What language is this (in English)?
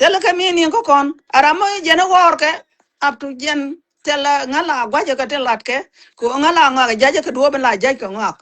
Nuer